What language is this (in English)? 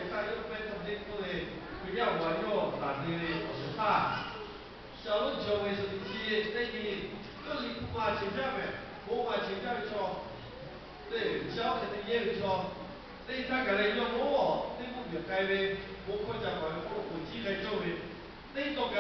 Lahu